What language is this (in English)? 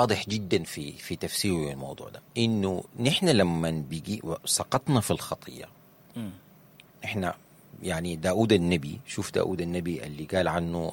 Sudanese Arabic